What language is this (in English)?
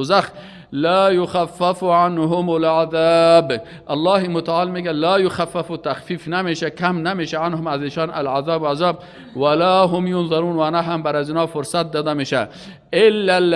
Persian